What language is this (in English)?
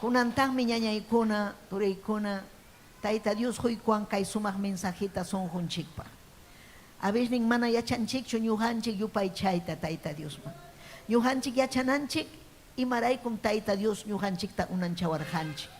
Ayacucho Quechua